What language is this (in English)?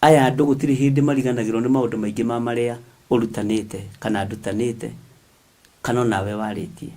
Kikuyu